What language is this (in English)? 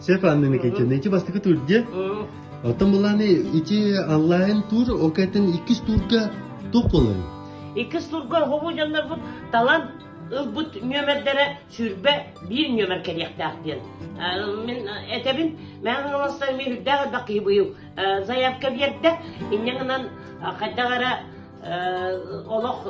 Yakut